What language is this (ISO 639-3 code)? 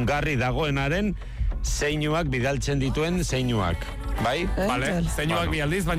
eus